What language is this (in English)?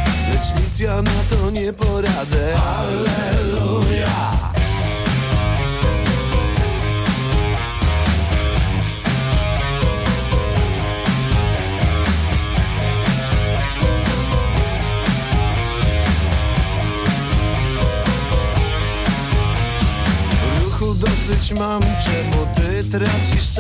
Polish